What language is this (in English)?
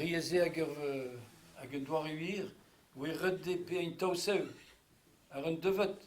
Breton